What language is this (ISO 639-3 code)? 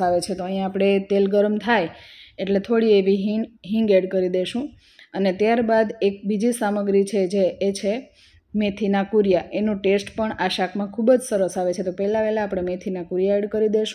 guj